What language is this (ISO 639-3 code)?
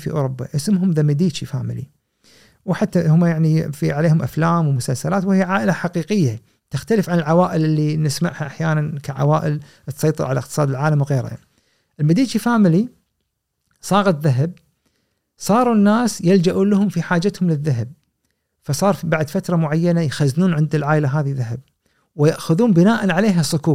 afb